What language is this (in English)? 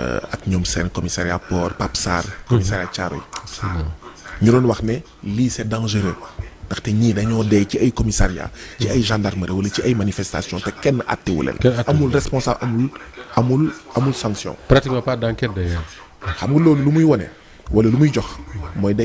Wolof